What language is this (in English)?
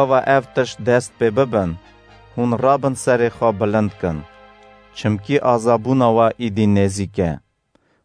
Kurdish